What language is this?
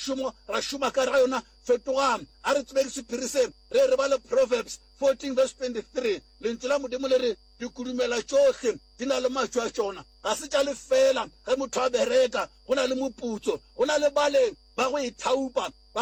Northern Sotho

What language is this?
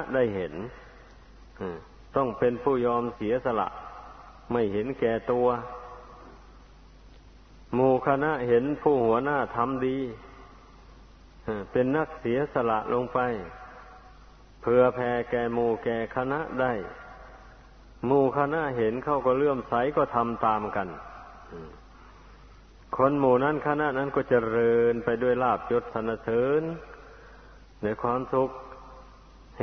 Thai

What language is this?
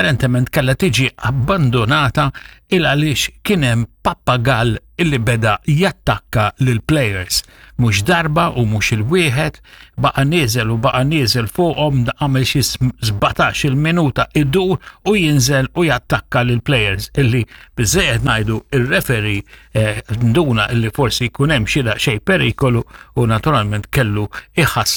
Maltese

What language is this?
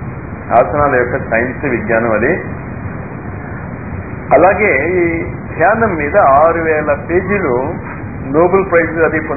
Telugu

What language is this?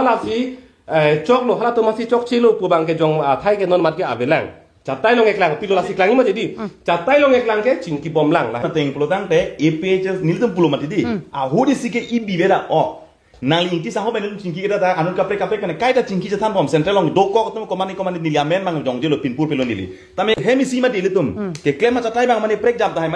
Karbi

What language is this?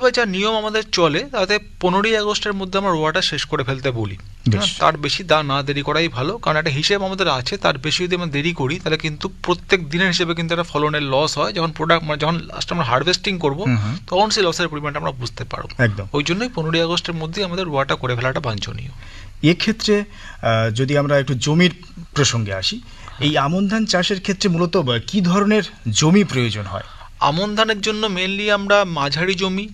Bangla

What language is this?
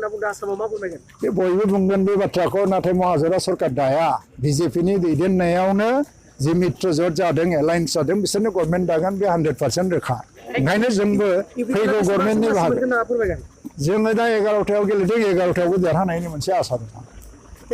Bodo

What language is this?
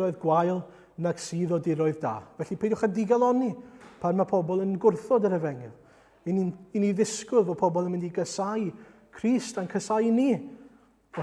Welsh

